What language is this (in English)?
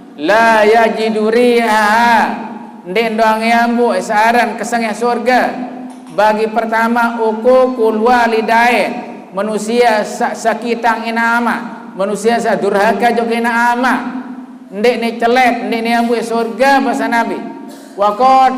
Sasak